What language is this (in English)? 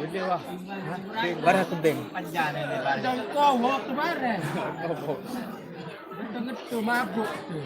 Sasak